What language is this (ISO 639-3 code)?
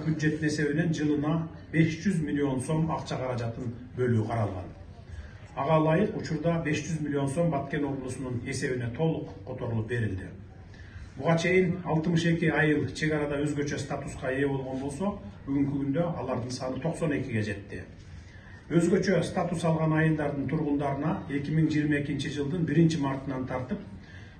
kir